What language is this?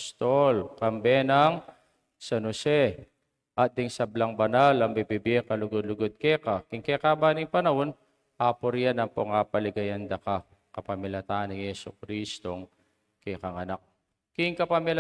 Pampanga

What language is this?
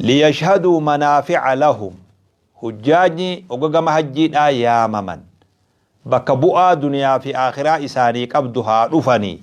Oromo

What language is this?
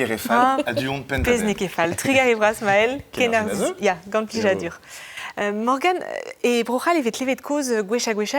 Breton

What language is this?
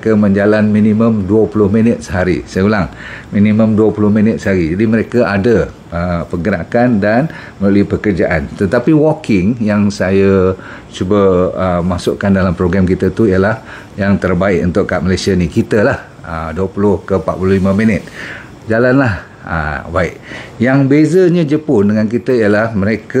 Malay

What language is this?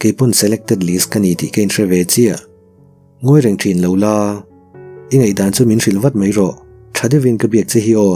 Mizo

